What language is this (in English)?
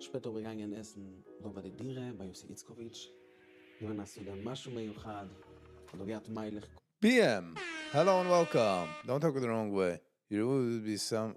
Yiddish